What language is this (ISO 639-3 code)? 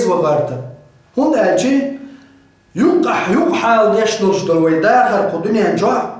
che